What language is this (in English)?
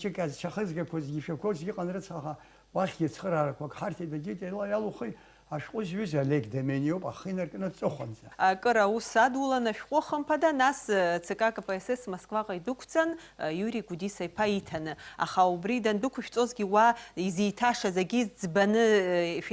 Abkhazian